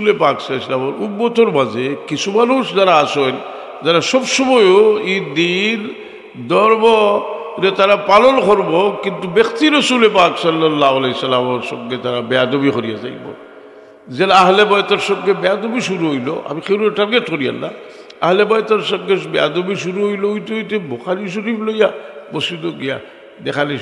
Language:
Sylheti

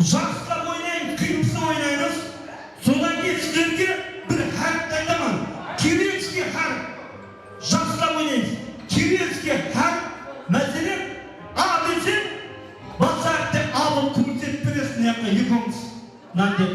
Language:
Kara-Kalpak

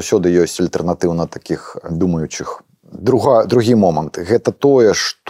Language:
Belarusian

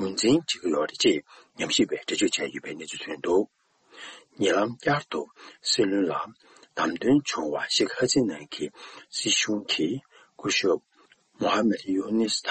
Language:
Tibetan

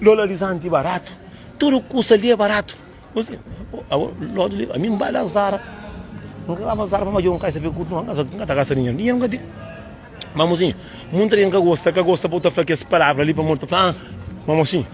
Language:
Kabuverdianu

